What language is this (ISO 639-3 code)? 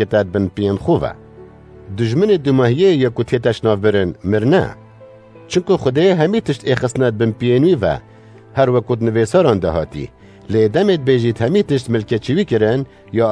kur